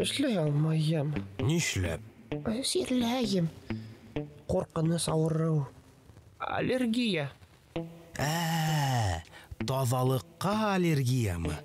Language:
Bashkir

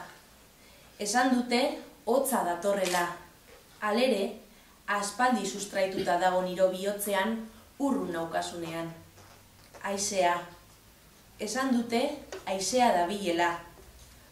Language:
Basque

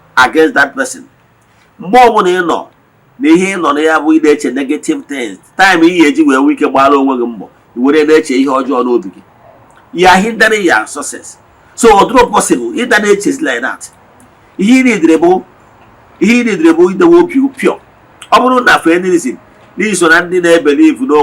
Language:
Igbo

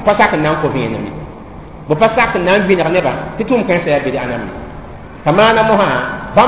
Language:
Mossi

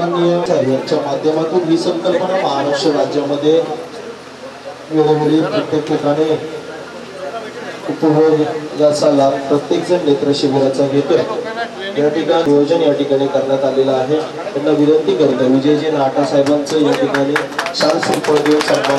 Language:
Marathi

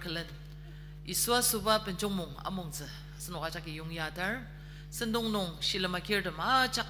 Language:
Ao Naga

